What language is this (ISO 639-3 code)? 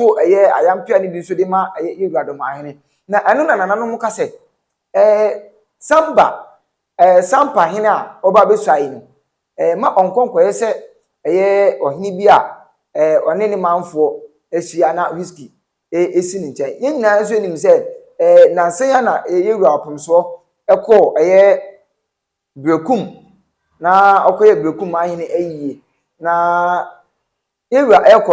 aka